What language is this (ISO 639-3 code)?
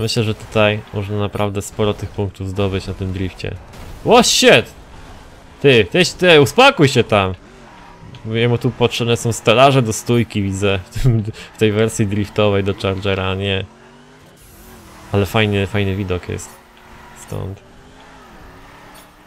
pol